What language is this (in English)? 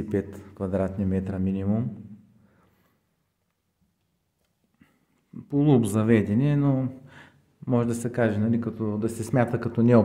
Bulgarian